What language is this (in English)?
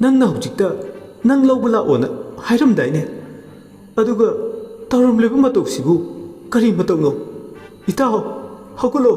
Manipuri